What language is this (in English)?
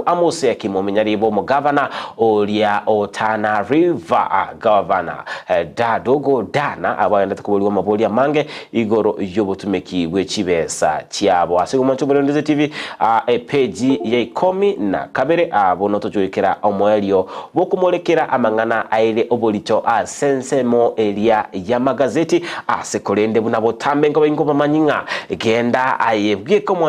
Gusii